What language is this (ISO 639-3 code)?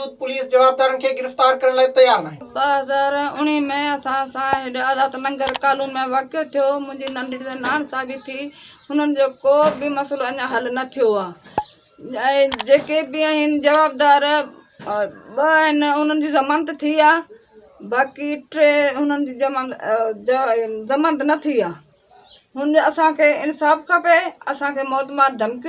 snd